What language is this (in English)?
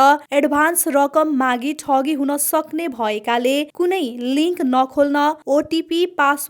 Nepali